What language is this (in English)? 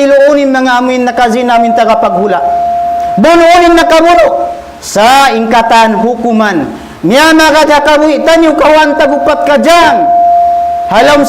Tausug